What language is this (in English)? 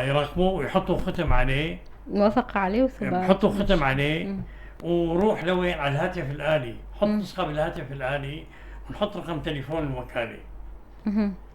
North Levantine Arabic